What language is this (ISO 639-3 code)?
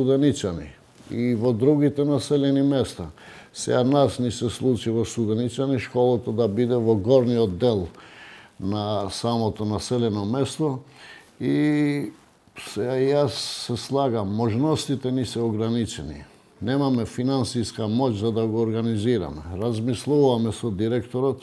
mkd